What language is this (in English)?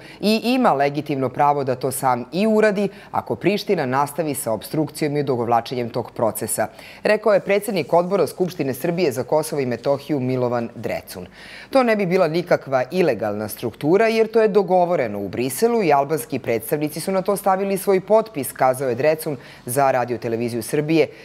Serbian